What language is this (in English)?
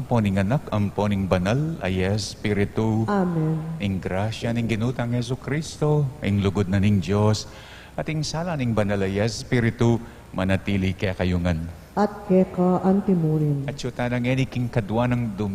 Pampanga